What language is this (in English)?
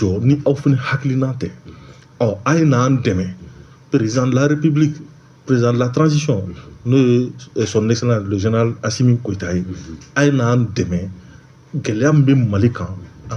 Bambara